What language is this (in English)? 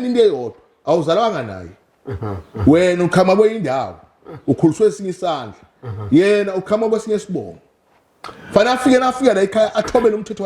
Zulu